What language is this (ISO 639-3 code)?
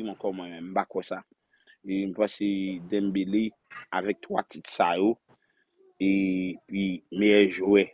hat